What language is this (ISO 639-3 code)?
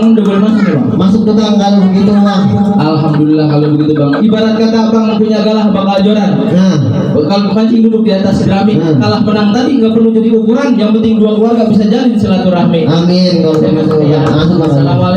bew